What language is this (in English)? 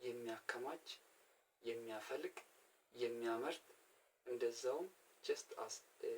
Amharic